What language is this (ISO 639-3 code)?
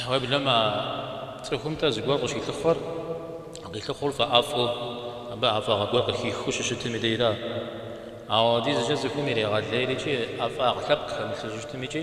kbd